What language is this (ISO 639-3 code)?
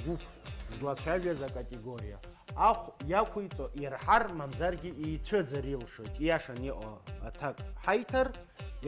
abk